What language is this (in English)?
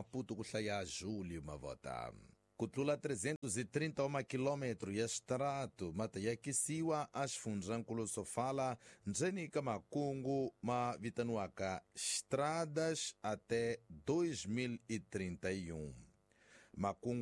Tsonga